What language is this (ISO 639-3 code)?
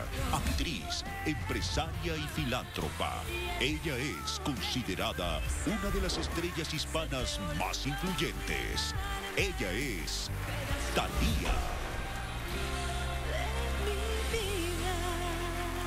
spa